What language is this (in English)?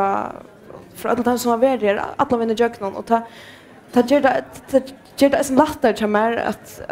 Faroese